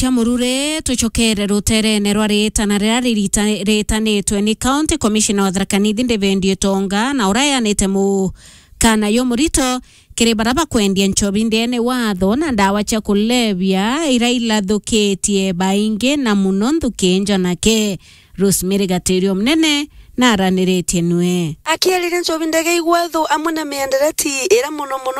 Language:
Meru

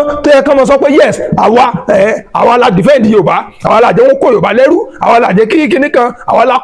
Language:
Yoruba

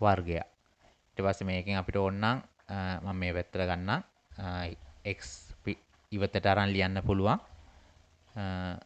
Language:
Sinhala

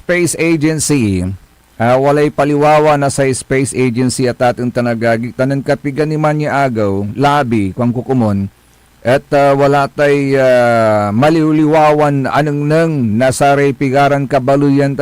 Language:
Pangasinan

